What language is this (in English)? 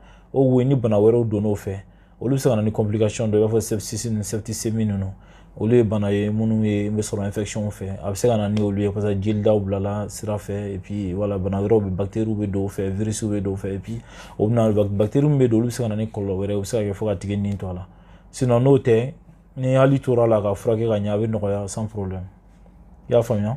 Bambara